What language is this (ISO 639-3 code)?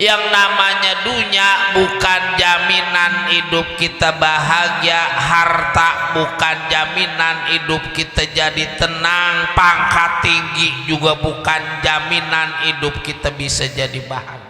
bew